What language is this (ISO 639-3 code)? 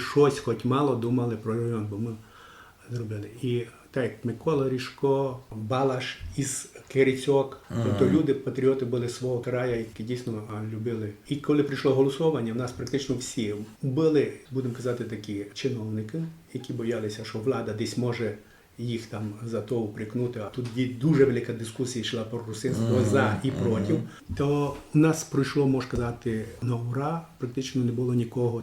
rue